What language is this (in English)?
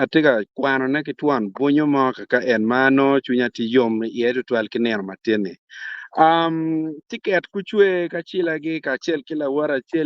Acoli